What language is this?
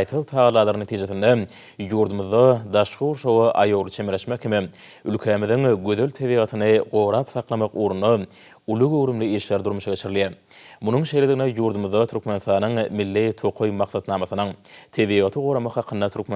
Turkmen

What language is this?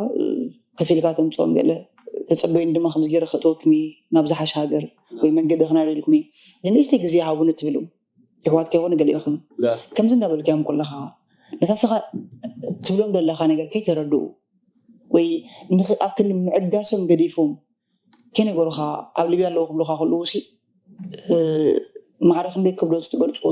Tigrinya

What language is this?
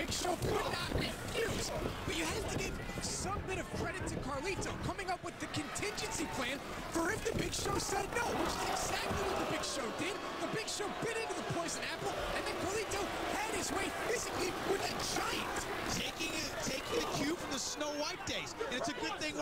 English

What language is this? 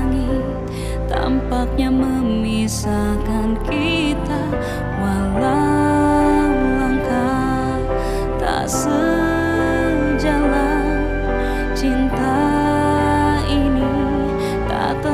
Indonesian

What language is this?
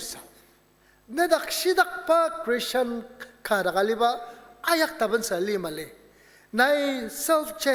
Ao Naga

